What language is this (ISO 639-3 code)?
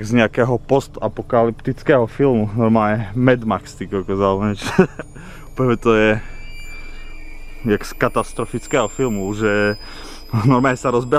slk